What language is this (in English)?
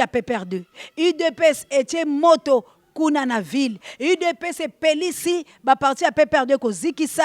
Lingala